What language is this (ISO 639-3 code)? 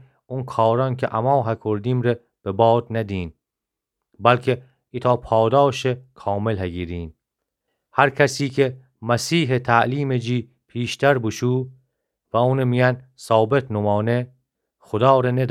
glk